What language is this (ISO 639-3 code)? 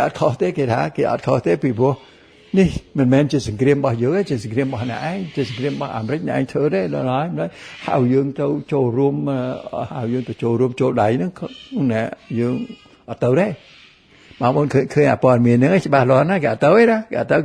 khm